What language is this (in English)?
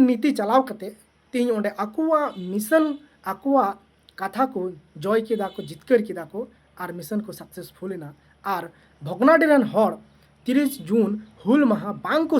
Santali